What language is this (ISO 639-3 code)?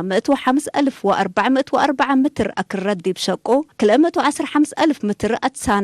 tig